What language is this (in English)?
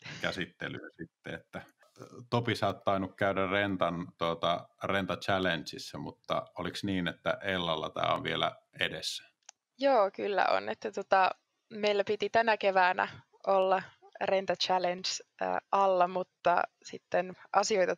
Finnish